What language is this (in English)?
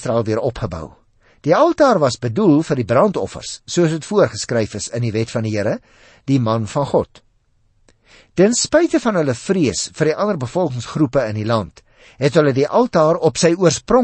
Afrikaans